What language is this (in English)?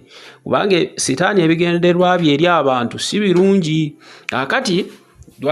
Ganda